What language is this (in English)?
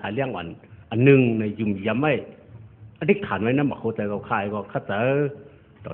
Shan